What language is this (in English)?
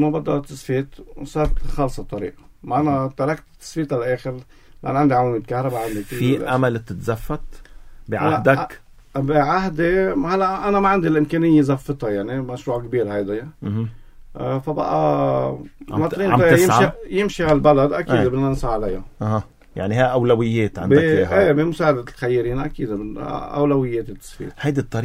North Levantine Arabic